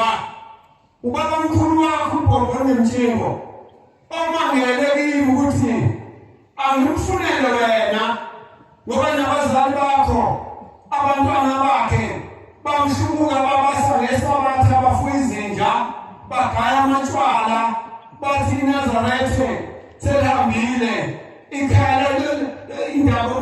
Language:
Zulu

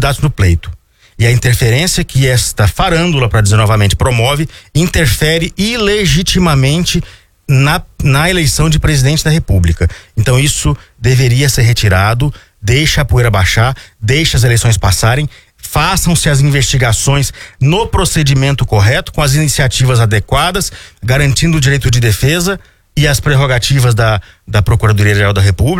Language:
Portuguese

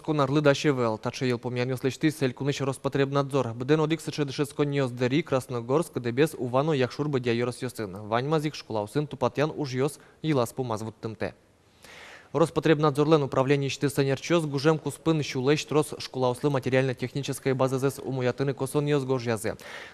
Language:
Udmurt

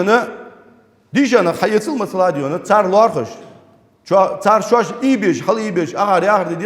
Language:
Ingush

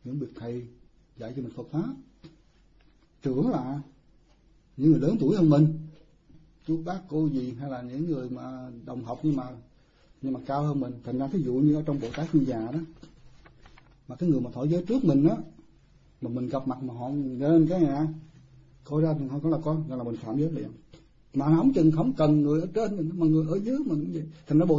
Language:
Vietnamese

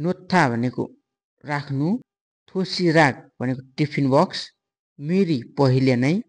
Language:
Nepali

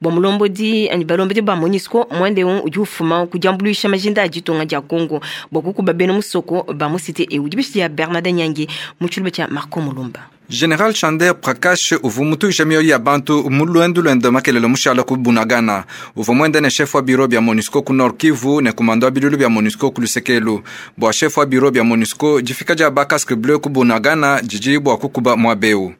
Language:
Luba-Lulua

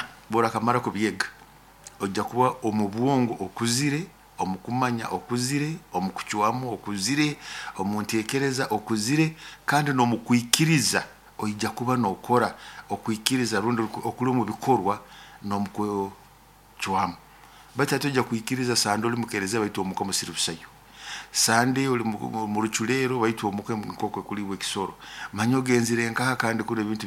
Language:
Nyoro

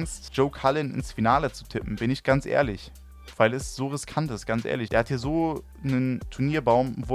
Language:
German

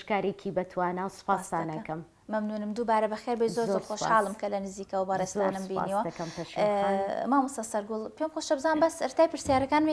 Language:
Central Kurdish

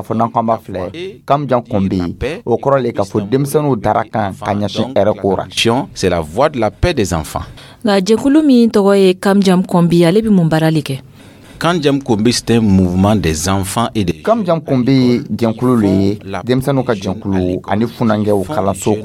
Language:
Dyula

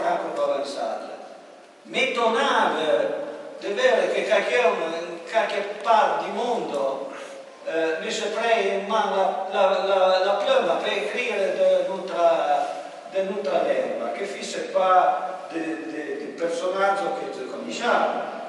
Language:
Arpitan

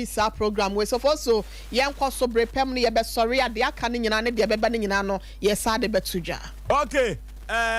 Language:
Akan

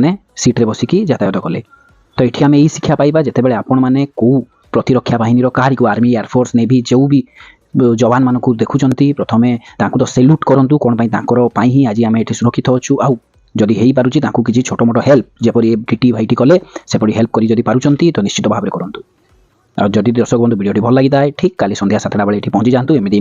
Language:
Odia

